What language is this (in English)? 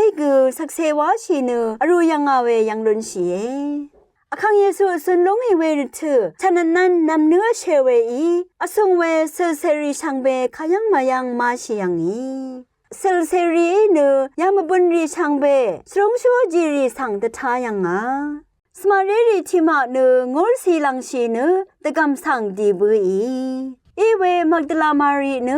Rawang